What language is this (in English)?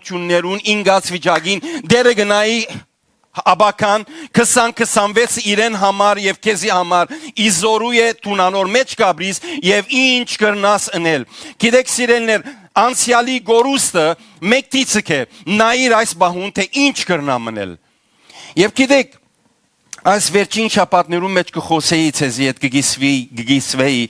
Western Armenian